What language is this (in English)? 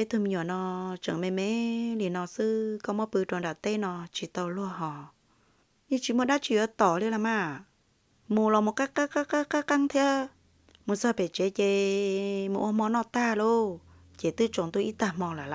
Hmong